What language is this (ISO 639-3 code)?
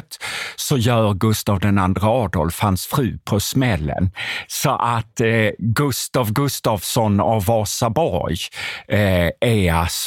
swe